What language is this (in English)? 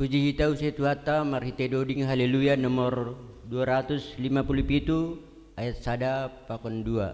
Batak Simalungun